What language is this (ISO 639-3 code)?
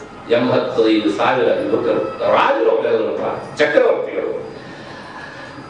kan